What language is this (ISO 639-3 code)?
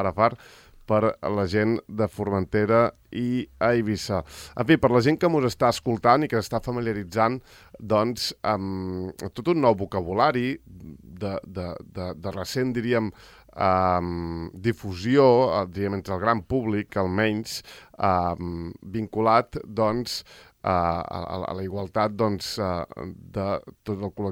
cat